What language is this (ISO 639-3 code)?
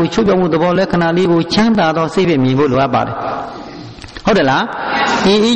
mya